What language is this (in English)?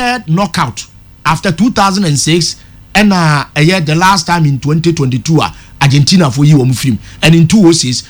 Akan